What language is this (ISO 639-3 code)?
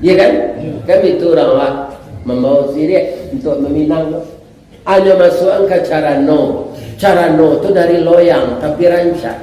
min